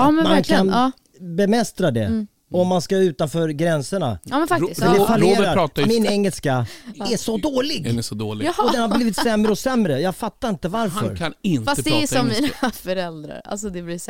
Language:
Swedish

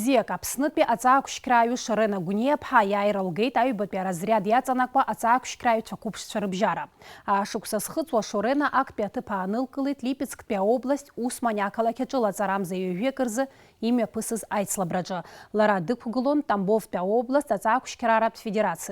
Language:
Abkhazian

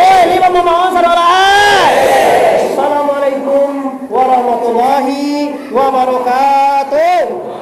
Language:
Minangkabau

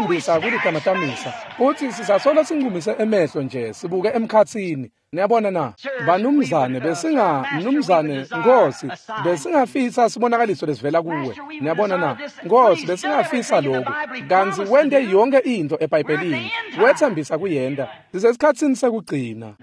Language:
Swati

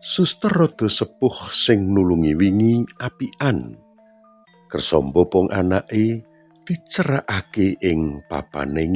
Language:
Javanese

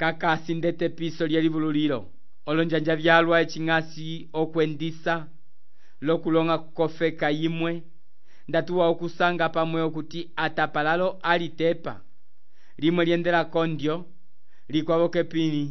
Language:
Umbundu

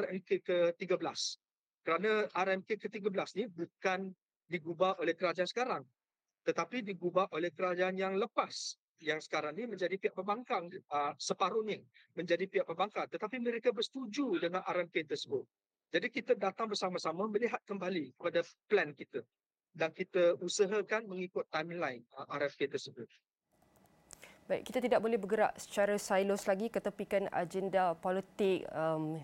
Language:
Malay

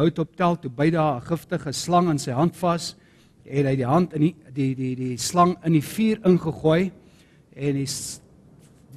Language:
Afrikaans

